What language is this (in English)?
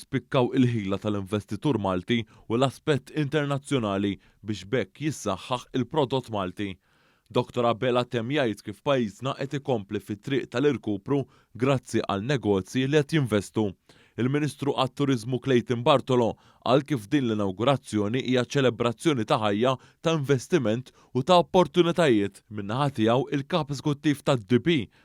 Maltese